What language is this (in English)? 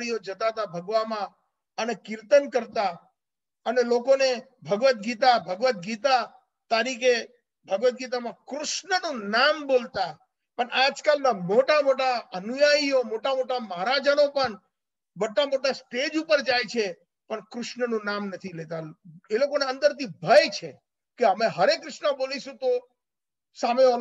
Gujarati